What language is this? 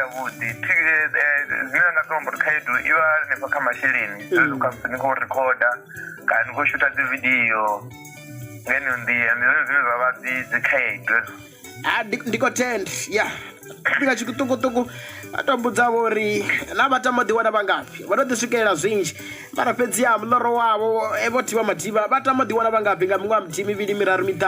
Venda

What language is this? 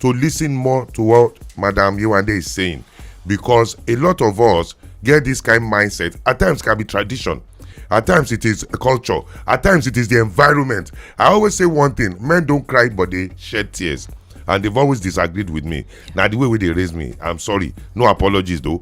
Nigerian Pidgin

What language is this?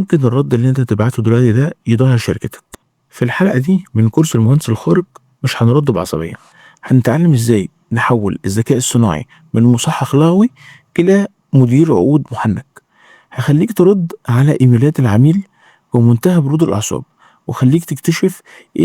Egyptian Arabic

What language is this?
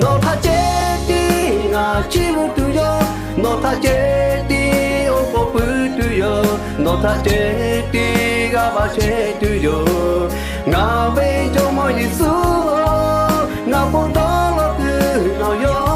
Lahu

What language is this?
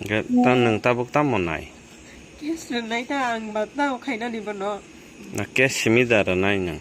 Kok Borok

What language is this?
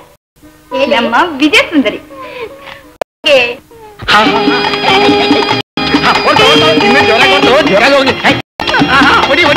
Kannada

